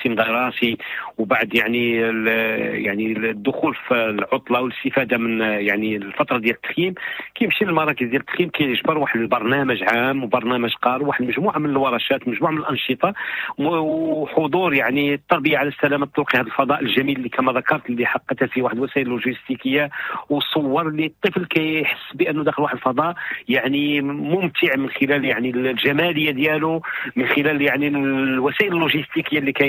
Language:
Moroccan Arabic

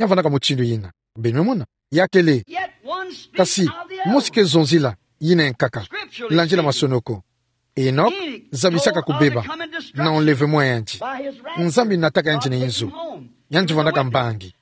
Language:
Kituba (Democratic Republic of Congo)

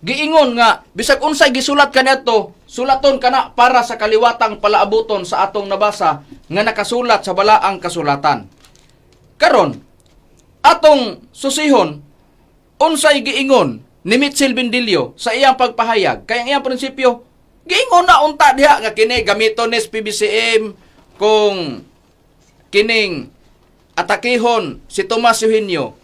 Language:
Cebuano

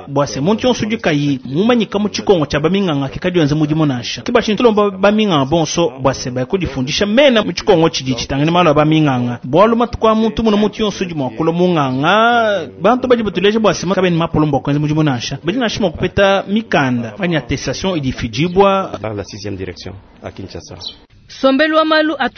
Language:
Luba-Lulua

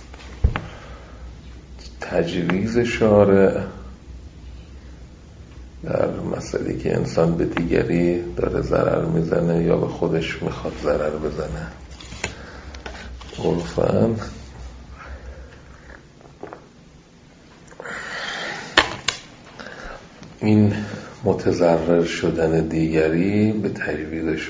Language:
Persian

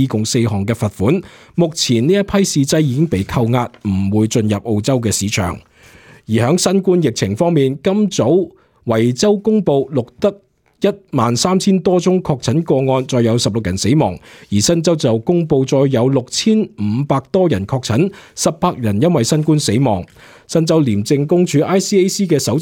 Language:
Cantonese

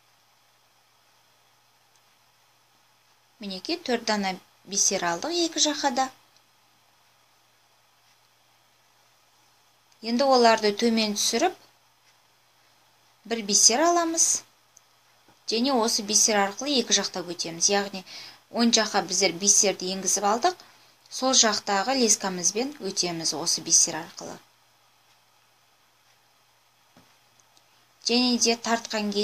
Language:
Kazakh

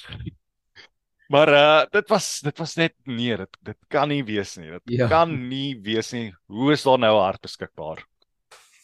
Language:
Afrikaans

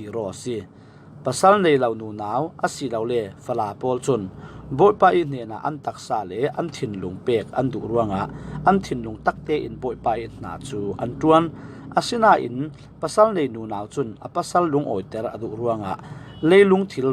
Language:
Falam Chin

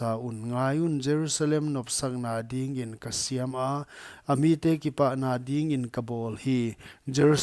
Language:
Paite Chin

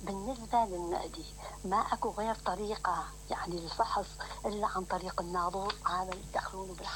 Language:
Mesopotamian Arabic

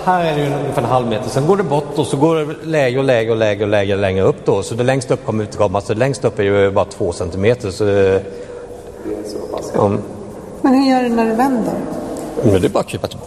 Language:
Swedish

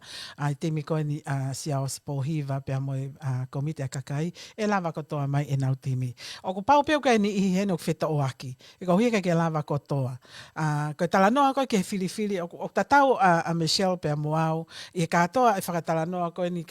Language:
Tongan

